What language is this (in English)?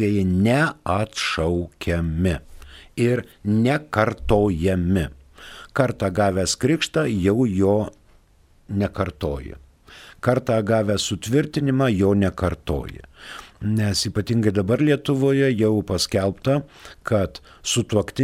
Lithuanian